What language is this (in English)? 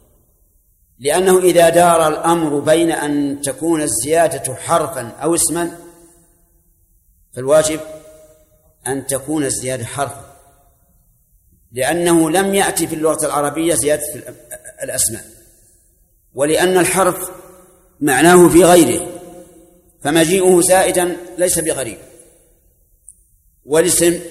Arabic